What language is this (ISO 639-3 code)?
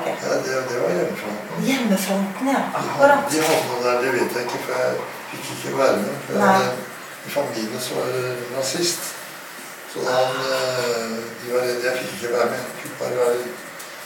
nor